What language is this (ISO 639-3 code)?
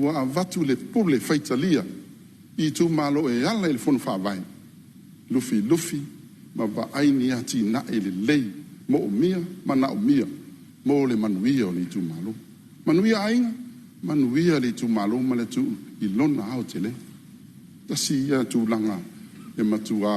smo